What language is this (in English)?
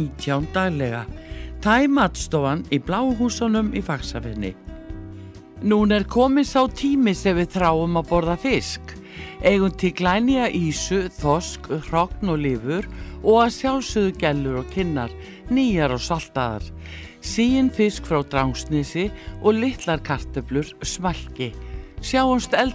Icelandic